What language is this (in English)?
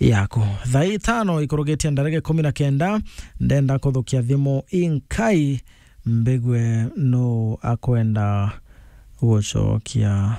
Meru